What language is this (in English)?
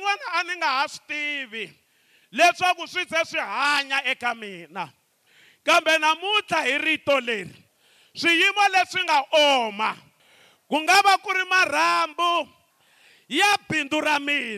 Tsonga